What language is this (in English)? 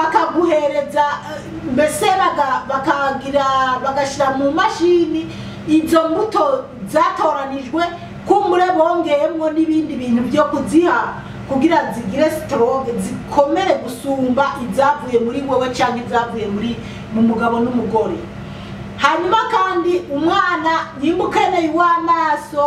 Rundi